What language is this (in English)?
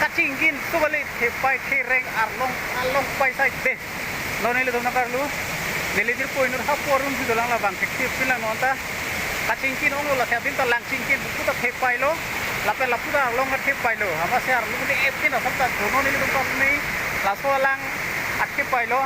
Karbi